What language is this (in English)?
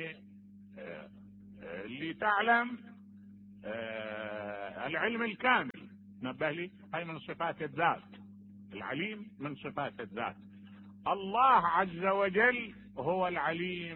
Mesopotamian Arabic